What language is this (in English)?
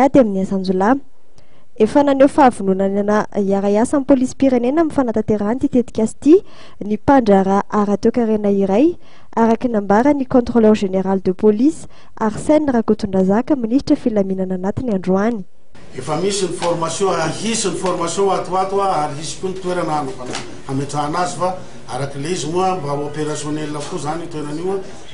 Malagasy